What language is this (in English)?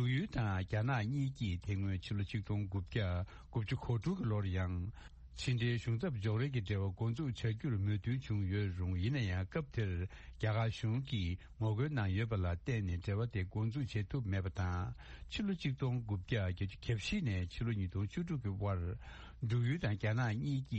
Tibetan